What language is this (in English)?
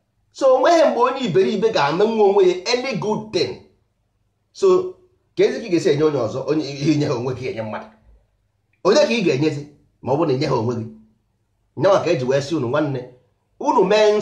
Igbo